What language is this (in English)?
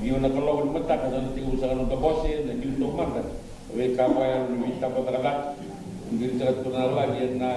Fijian